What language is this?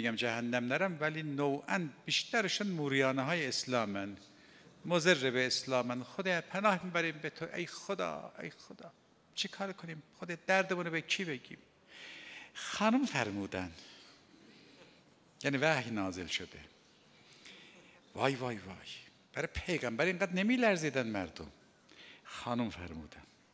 Persian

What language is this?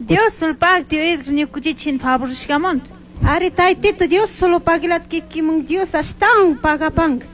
Chimborazo Highland Quichua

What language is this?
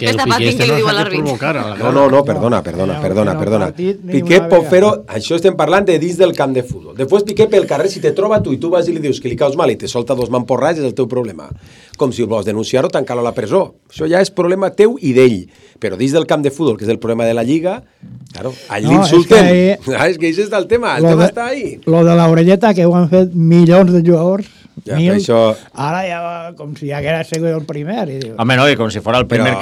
Catalan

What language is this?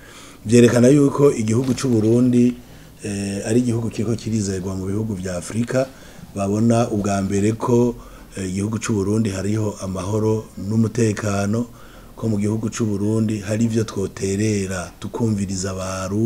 Rundi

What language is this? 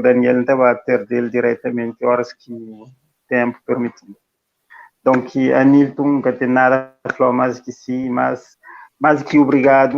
Kabuverdianu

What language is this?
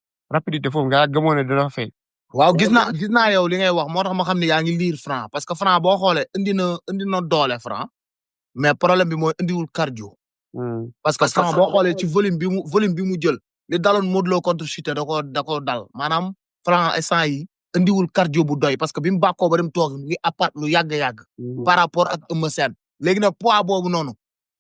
Wolof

